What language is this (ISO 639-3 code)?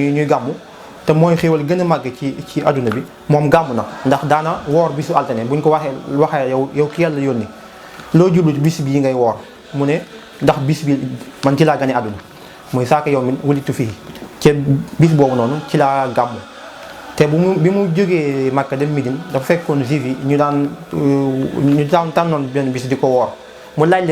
wol